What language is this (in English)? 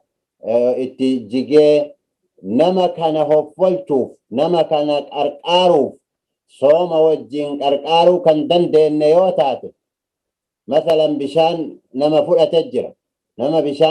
Oromo